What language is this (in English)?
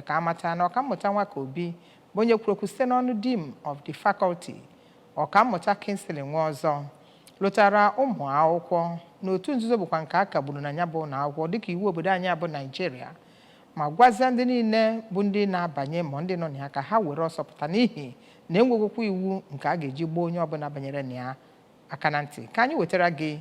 Igbo